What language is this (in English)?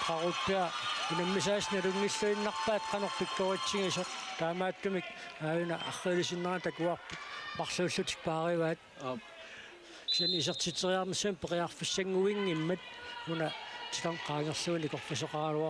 Kalaallisut